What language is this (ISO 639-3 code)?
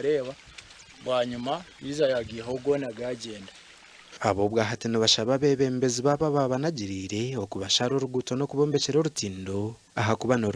nyn